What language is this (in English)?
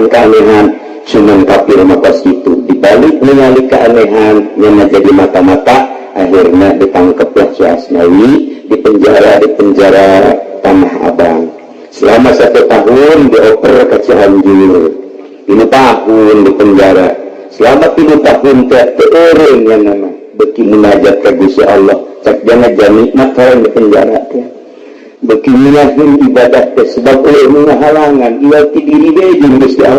Sundanese